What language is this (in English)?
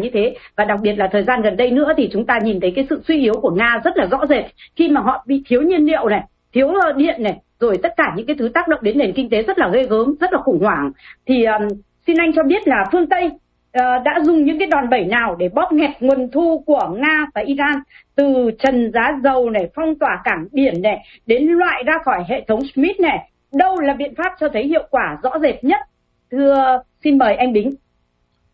Vietnamese